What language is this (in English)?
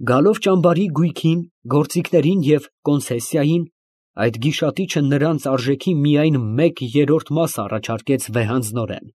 Armenian